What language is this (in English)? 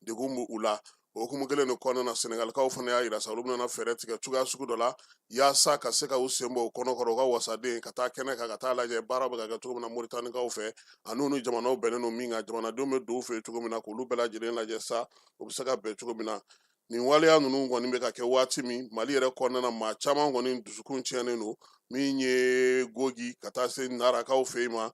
Bambara